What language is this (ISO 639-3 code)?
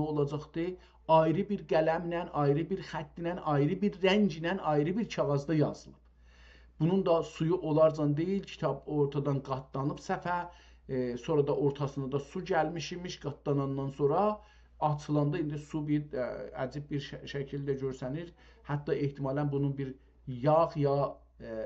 azb